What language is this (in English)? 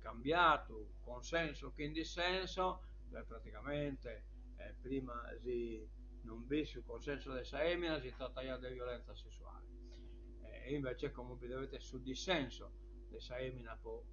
Sardinian